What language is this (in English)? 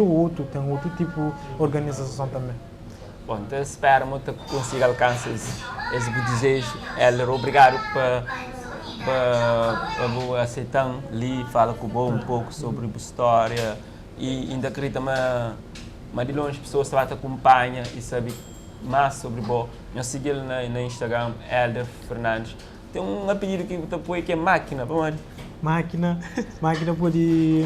Kabuverdianu